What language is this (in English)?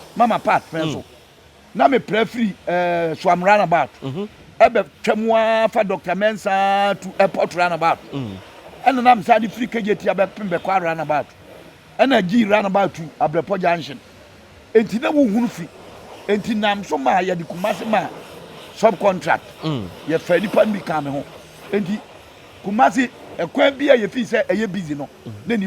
Akan